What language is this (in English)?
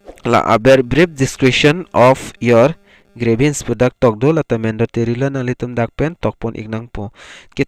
Karbi